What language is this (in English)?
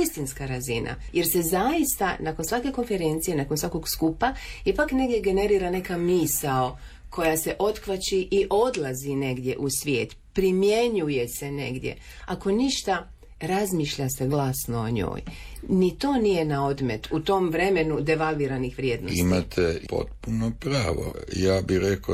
Croatian